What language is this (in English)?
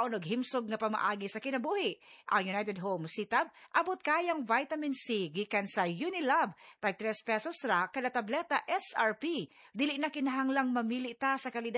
Cebuano